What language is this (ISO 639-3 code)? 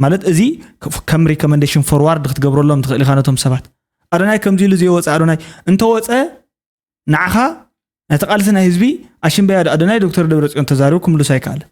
tir